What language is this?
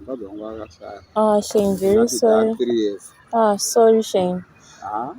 Shona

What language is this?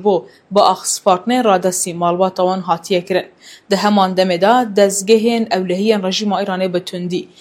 Kurdish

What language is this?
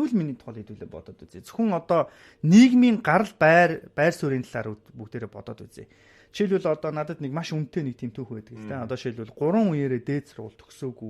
Mongolian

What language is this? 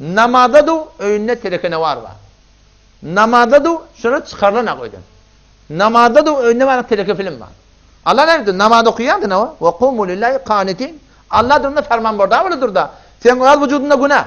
Turkmen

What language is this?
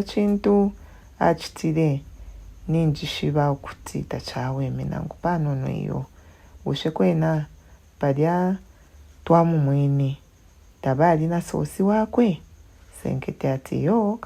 Bemba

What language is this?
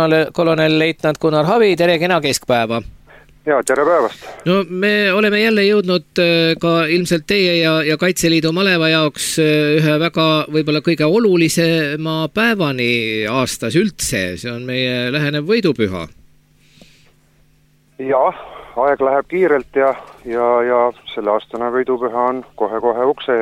Estonian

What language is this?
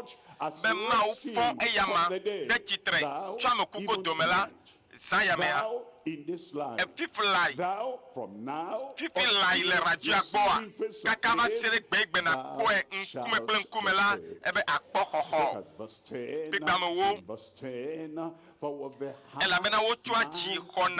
Ewe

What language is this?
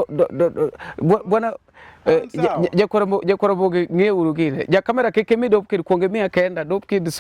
Luo (Kenya and Tanzania)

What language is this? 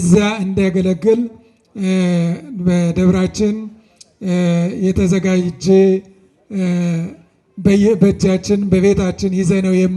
Amharic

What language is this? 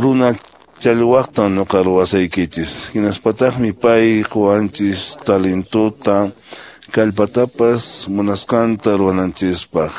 Quechua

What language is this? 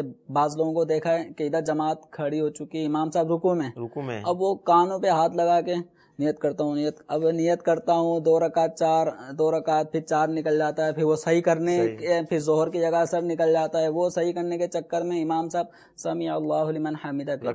Urdu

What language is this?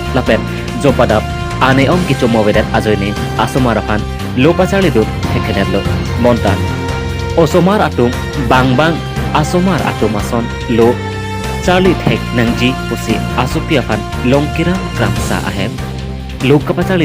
Karbi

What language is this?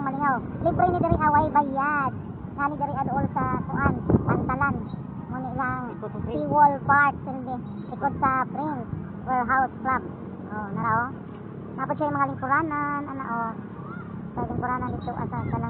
Cebuano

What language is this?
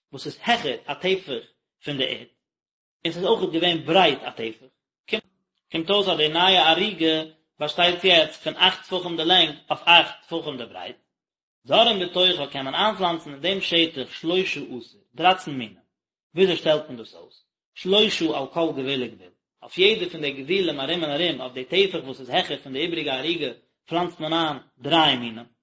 Yiddish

